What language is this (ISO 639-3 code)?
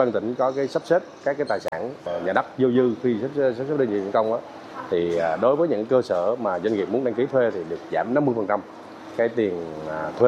vie